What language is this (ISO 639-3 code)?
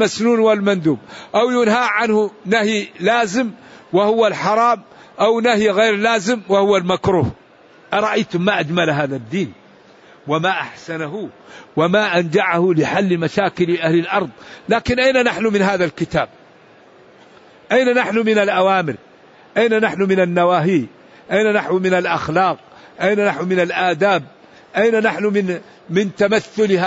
ara